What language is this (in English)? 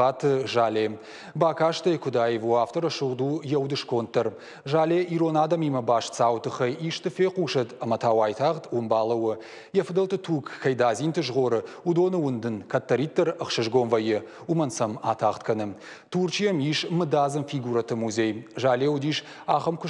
Ossetic